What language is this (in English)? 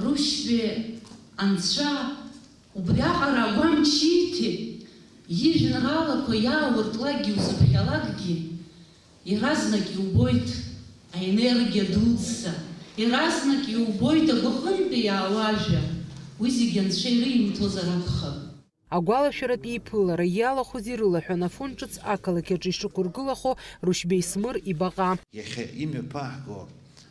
Abkhazian